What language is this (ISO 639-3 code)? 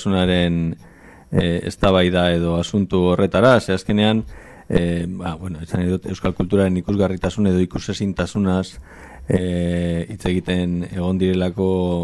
eus